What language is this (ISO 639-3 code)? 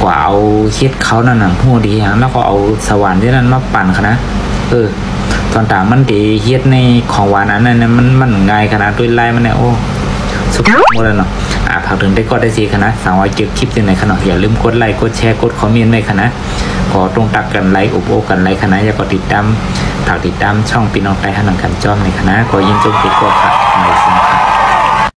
shn